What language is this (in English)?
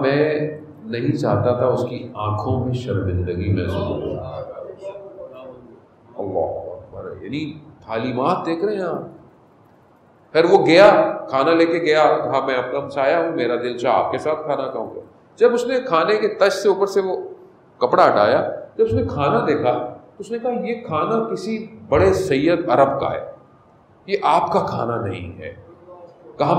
Urdu